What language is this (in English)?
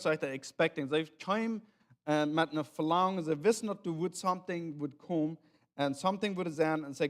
Plautdietsch